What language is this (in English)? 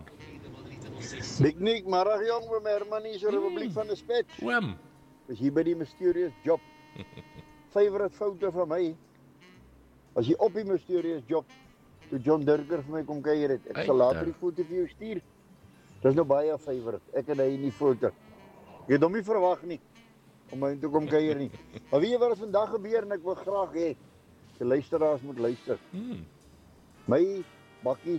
Afrikaans